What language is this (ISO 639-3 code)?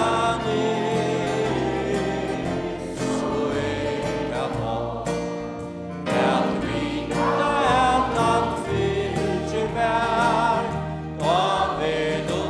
fao